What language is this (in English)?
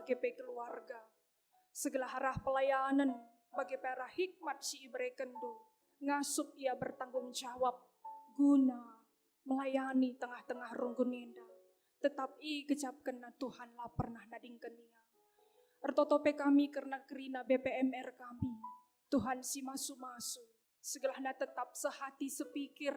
Batak Karo